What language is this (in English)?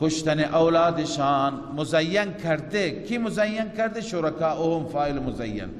Persian